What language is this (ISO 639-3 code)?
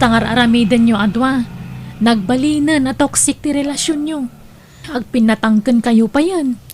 ilo